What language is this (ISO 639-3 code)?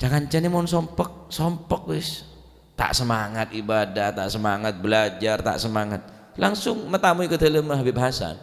mad